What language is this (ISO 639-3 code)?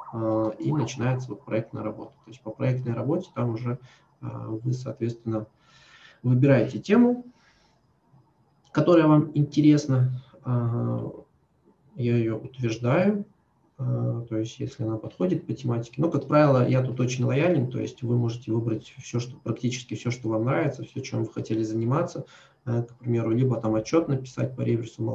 rus